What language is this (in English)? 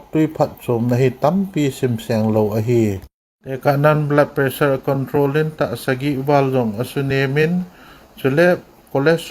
Thado Chin